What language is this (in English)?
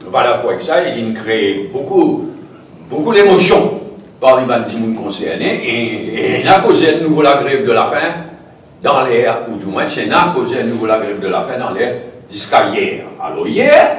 Morisyen